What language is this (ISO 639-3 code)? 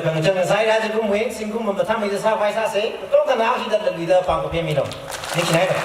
nmf